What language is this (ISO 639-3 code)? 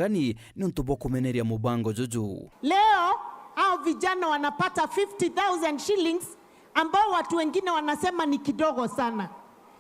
mer